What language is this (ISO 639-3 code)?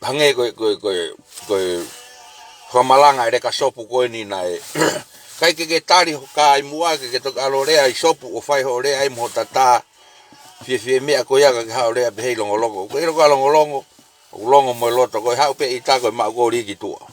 ton